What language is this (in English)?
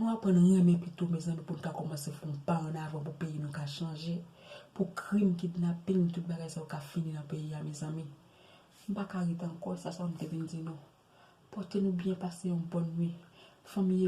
Haitian Creole